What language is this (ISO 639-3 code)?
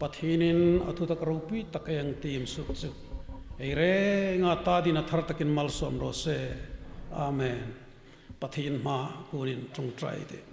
hmr